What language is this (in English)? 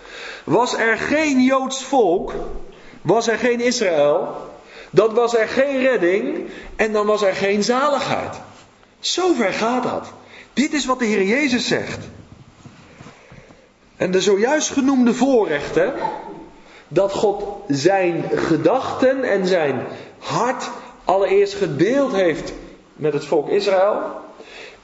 Dutch